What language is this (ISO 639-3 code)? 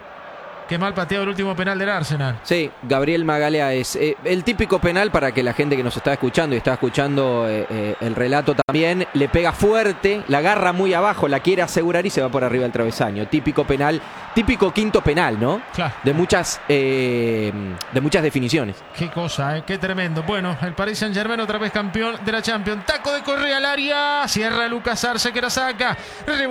spa